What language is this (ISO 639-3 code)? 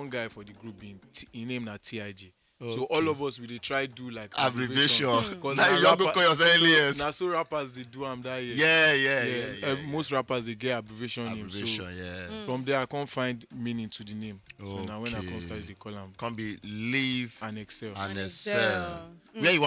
pcm